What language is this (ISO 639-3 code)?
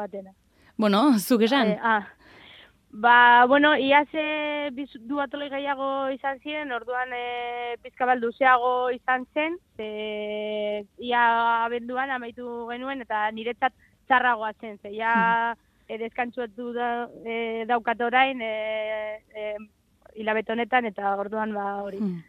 eus